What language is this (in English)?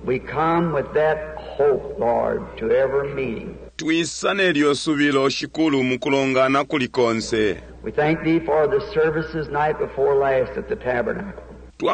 Bemba